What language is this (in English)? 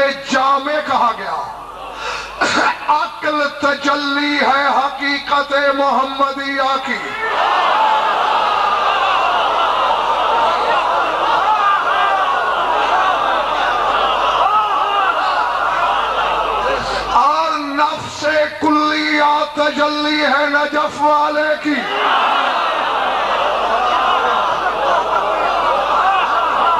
Urdu